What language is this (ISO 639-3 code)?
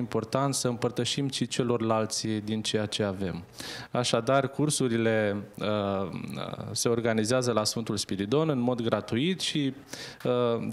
ron